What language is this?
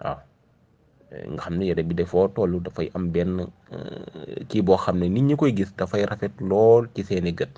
Wolof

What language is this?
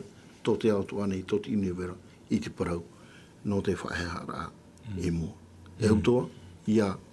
Tahitian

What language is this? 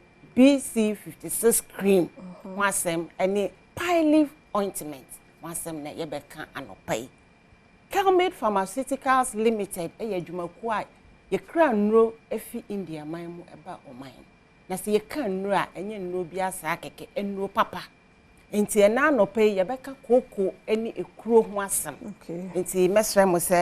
Akan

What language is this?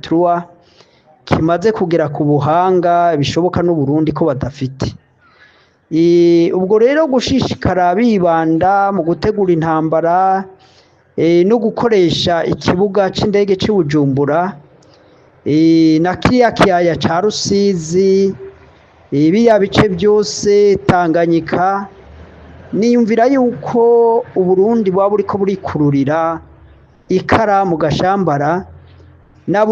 Rundi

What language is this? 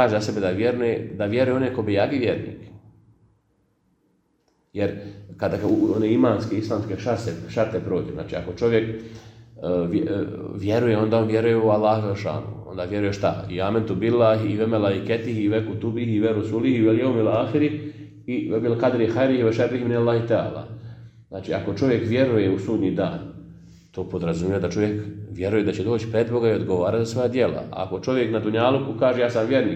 Bosnian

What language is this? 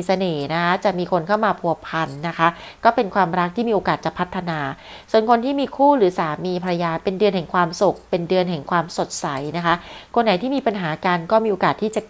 Thai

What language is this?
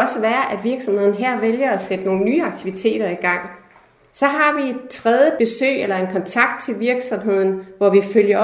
Danish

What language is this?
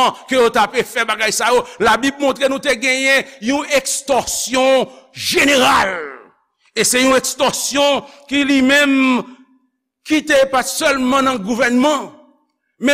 Haitian Creole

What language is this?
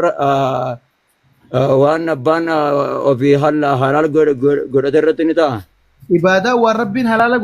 Oromo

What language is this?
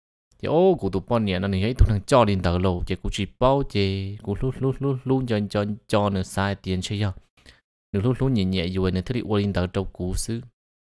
Vietnamese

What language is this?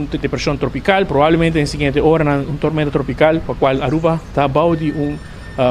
Papiamento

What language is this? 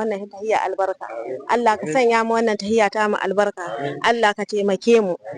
Hausa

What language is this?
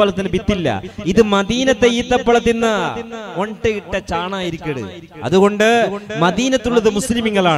Malayalam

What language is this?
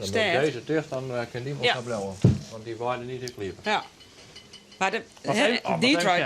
Western Frisian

